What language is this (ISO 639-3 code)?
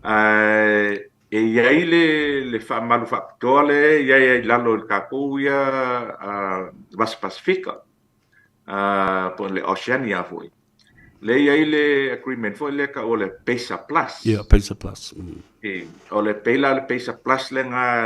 smo